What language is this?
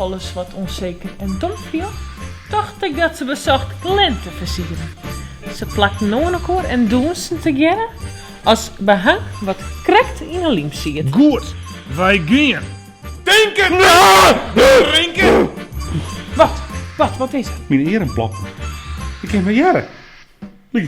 Western Frisian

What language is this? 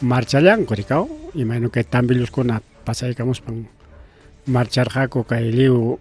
Ayacucho Quechua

